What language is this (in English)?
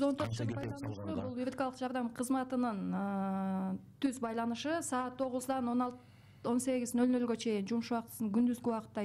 Kyrgyz